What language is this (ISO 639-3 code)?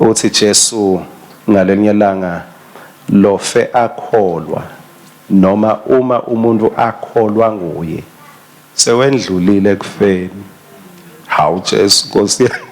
ssw